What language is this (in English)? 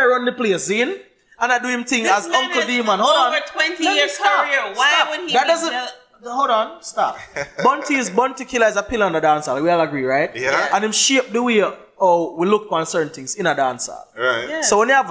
Jamaican Creole English